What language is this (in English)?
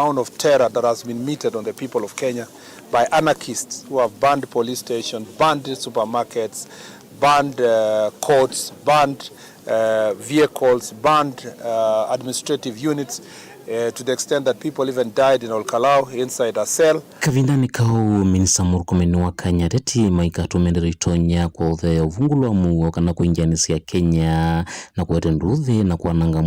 Kamba